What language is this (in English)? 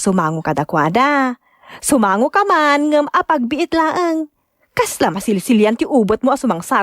Iloko